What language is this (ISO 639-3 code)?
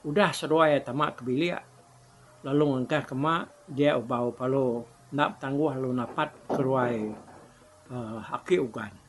iba